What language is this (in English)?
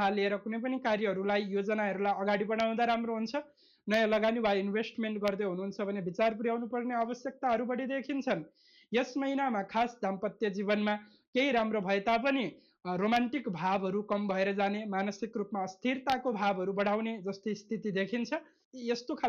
Nepali